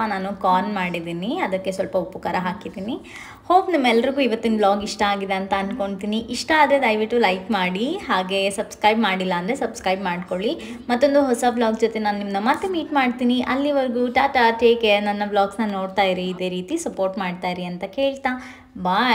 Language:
Kannada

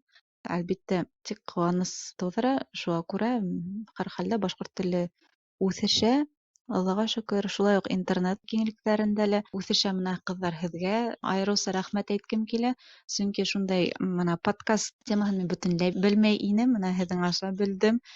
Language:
Bashkir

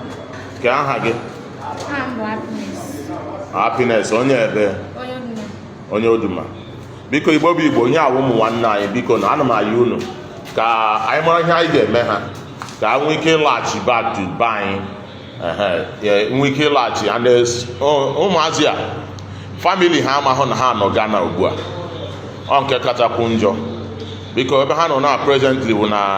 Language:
Igbo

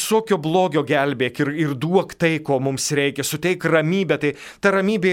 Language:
Lithuanian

